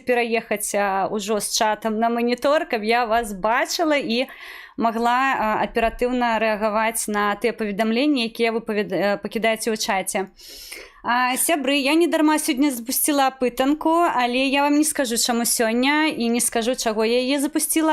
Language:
Belarusian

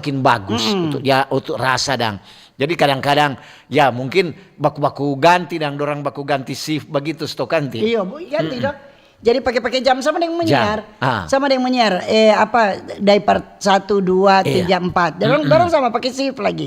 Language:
Manado Malay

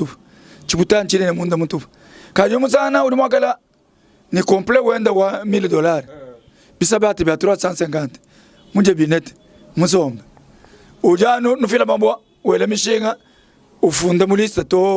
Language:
Luba-Lulua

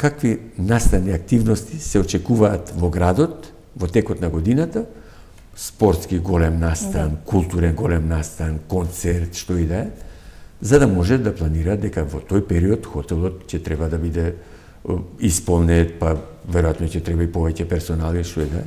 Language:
Macedonian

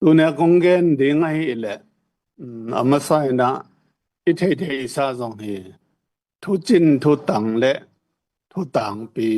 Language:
Tedim Chin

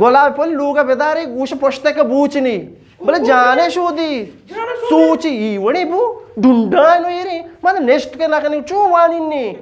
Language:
Eastern Balochi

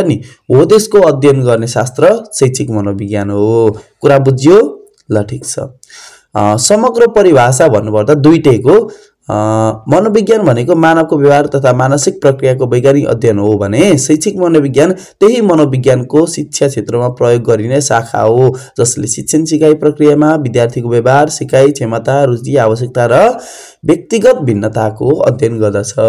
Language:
Nepali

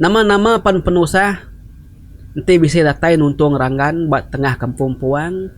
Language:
Iban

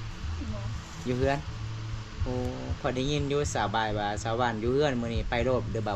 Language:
Lao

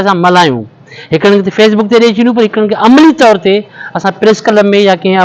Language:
Sindhi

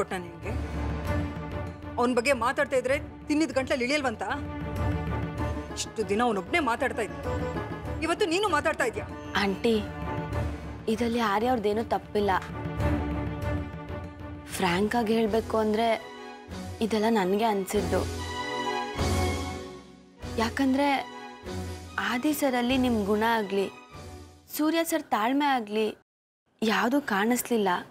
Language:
Kannada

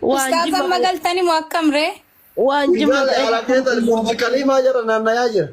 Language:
Oromo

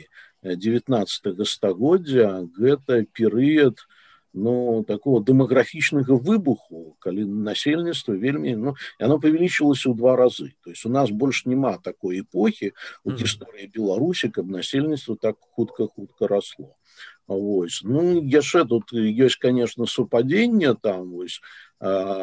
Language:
Belarusian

